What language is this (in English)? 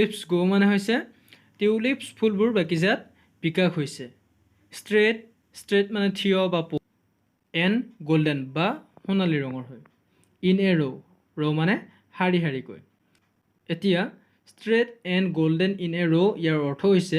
Assamese